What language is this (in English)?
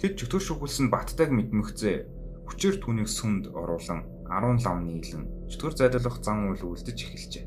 Mongolian